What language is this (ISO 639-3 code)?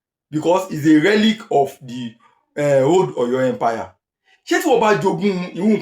yor